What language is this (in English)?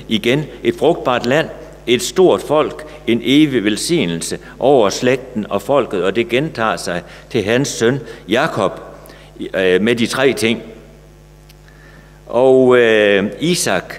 Danish